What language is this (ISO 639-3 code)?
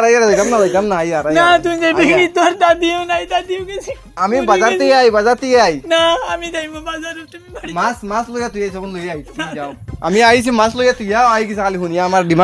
syl